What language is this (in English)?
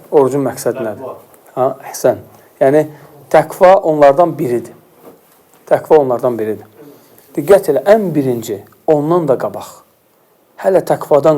Azerbaijani